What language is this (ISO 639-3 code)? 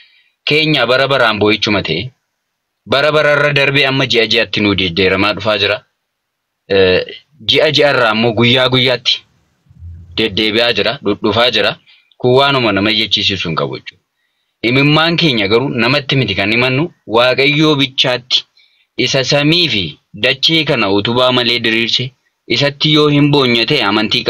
orm